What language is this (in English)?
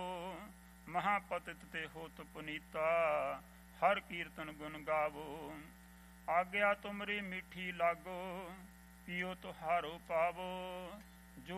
Punjabi